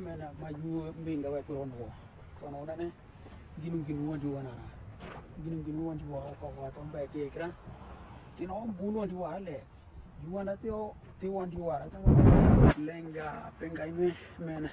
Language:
Western Dani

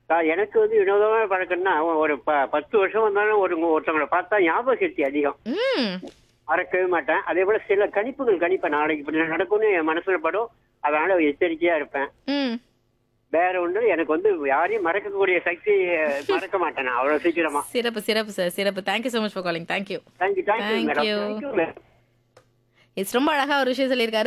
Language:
Tamil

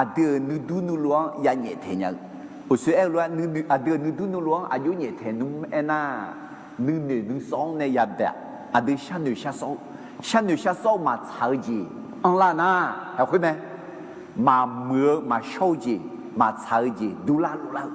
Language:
Akha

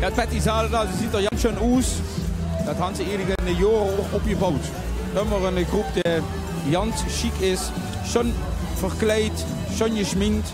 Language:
Limburgish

